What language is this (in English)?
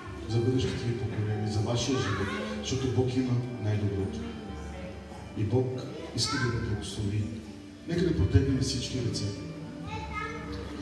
Bulgarian